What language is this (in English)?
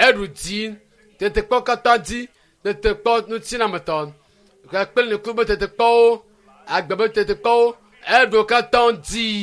Ewe